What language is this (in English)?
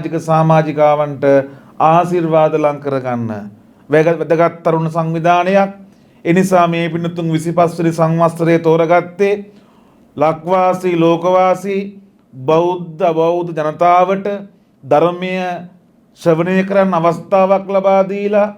Sinhala